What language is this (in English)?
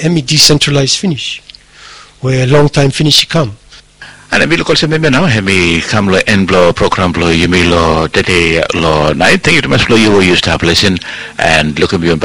Bislama